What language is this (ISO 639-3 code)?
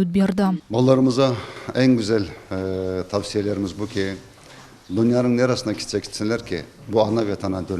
crh